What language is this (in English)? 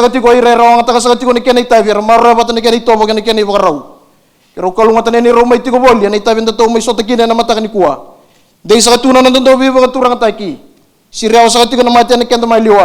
Fijian